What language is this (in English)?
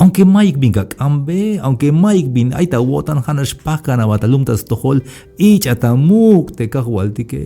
Tzeltal